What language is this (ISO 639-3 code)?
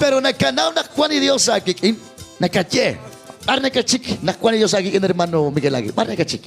kek